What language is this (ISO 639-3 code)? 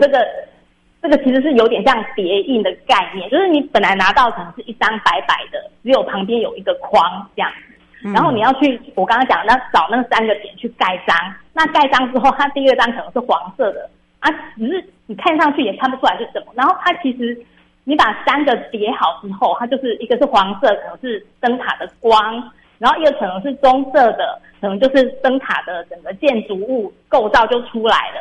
zho